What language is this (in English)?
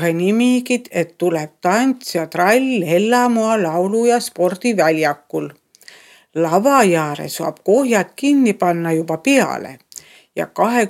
Estonian